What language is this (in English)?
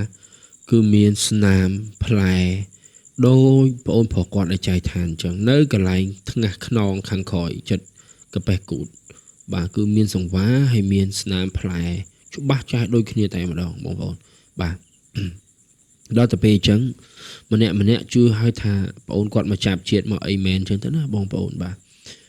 Khmer